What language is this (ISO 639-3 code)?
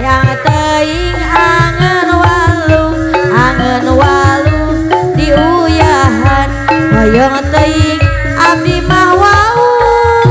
sun